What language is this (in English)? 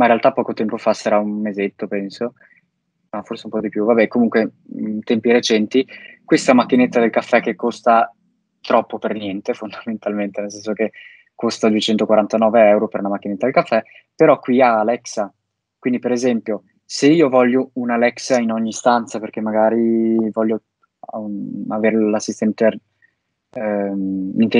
Italian